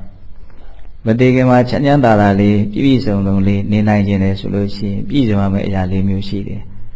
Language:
Burmese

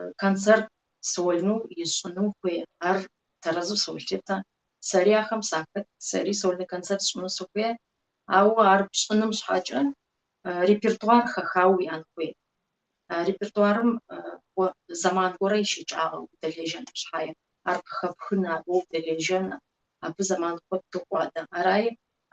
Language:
Kabardian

